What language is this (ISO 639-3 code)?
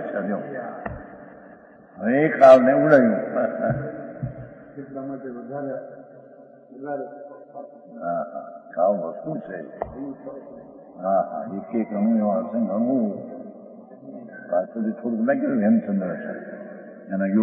guj